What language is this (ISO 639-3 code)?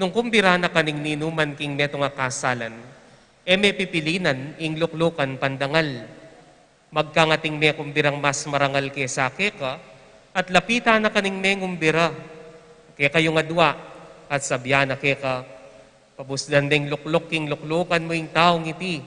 pam